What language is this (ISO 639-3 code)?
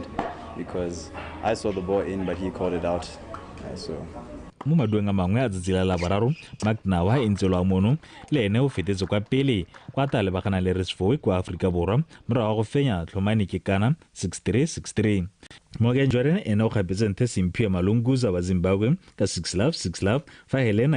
tsn